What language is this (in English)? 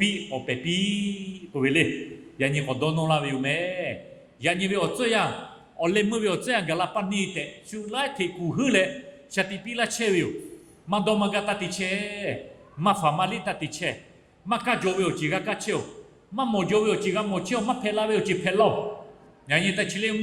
Lahu